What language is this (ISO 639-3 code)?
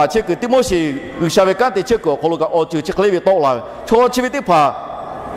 lhu